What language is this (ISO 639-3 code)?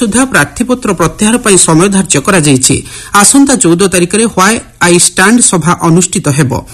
ori